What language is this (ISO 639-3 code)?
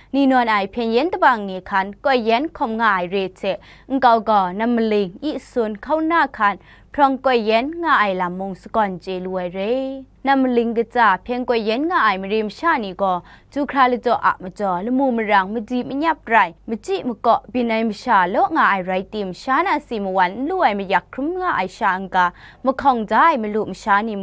kac